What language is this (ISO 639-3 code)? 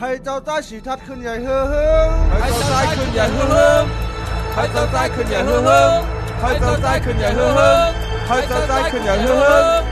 shn